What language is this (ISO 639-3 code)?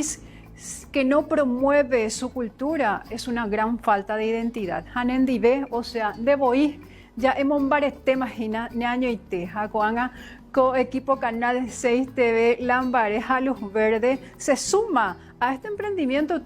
grn